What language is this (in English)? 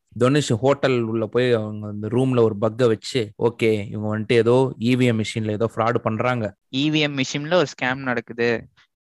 Tamil